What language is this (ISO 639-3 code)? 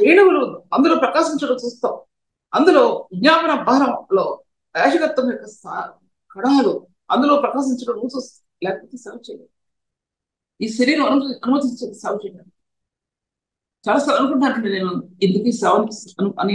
tel